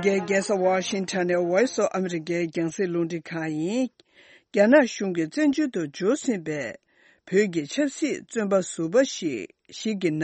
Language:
Tibetan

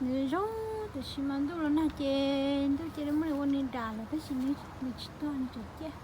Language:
Hmong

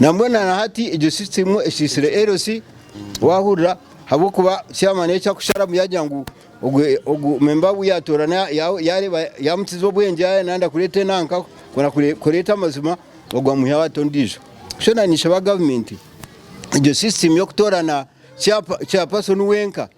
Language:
Nyankole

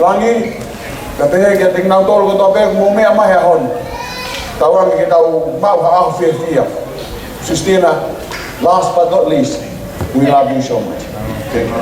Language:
Tongan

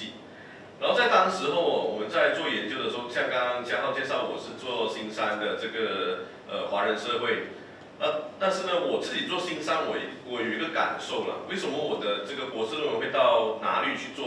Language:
Chinese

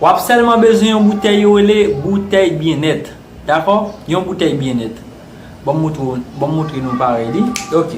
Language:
Haitian Creole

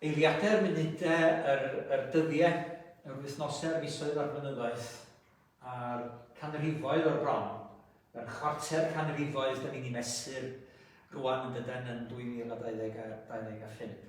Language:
Welsh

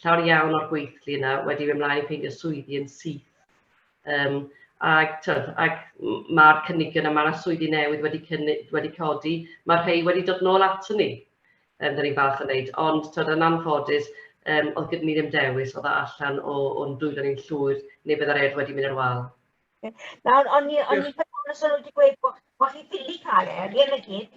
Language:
Welsh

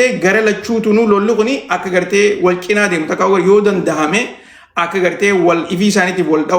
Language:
Oromo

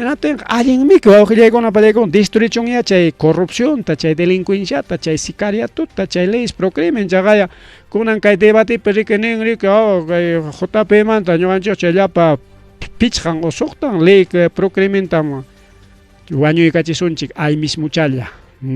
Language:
Ayacucho Quechua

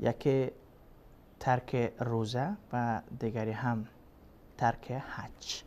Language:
Persian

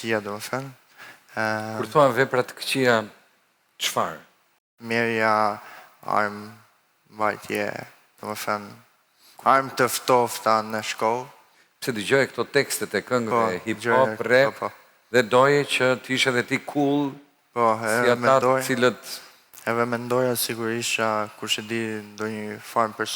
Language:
Albanian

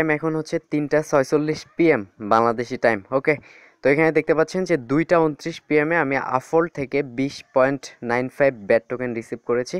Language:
Bangla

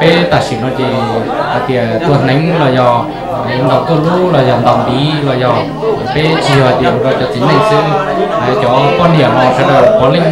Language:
Hmong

